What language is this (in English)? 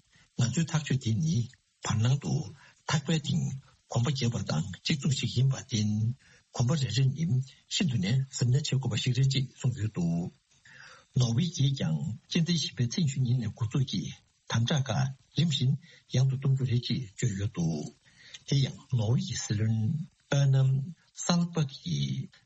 Tibetan